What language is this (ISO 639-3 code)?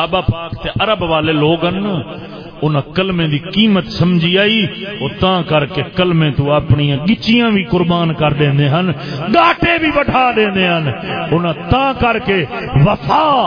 skr